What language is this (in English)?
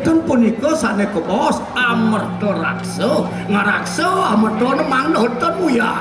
Balinese